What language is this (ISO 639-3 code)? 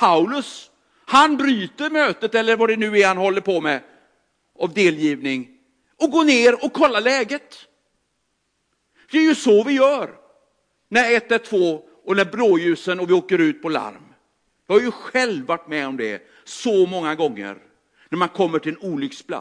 swe